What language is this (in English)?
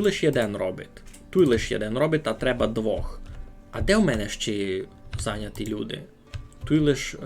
Rusyn